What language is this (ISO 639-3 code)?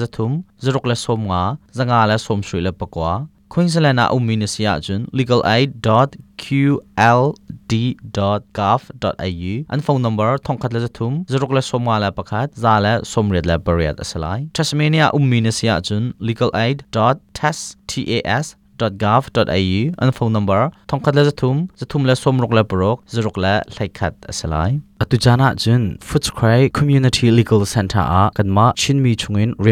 cnh